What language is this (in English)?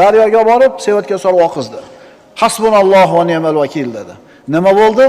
Uzbek